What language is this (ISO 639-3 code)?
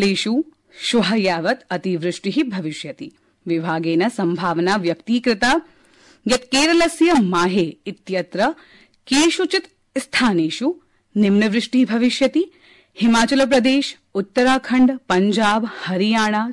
san